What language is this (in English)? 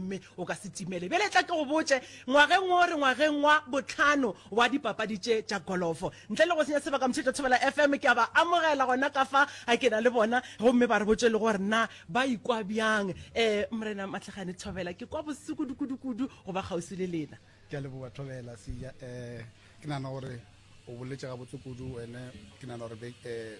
Northern Sotho